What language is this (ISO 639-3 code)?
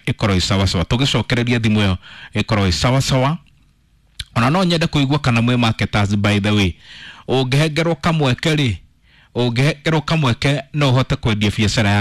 kik